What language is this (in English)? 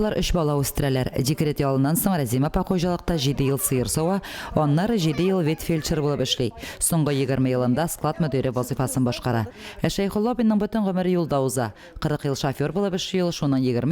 Tatar